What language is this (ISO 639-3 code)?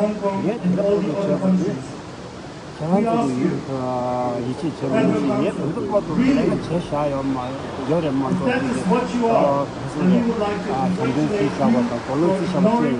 bod